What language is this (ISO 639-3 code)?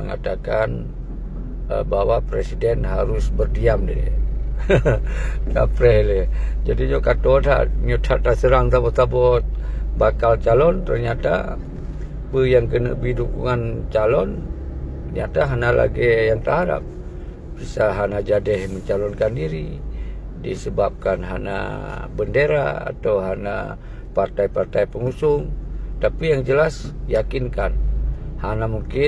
ace